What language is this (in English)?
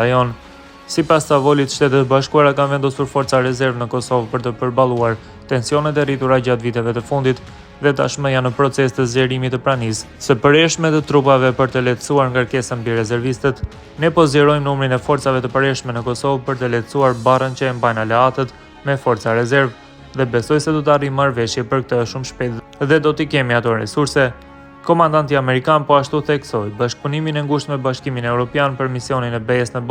Albanian